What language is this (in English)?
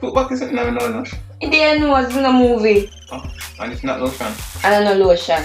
Jamaican Creole English